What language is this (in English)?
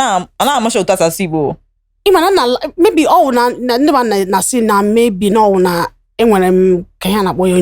Igbo